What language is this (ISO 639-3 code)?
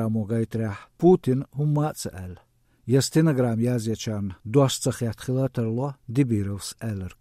che